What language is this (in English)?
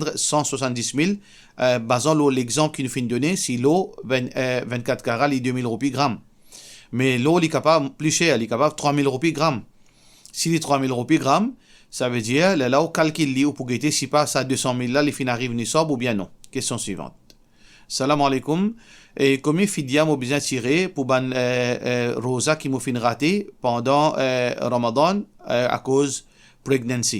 Morisyen